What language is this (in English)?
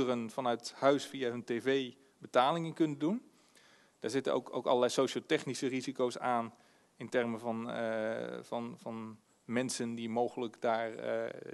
Dutch